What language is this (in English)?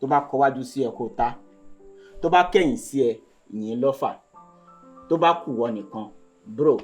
Yoruba